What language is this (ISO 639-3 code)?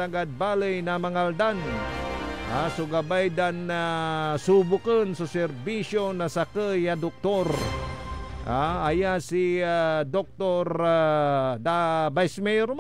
pag